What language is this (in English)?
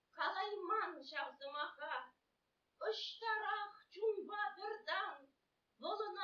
Chuvash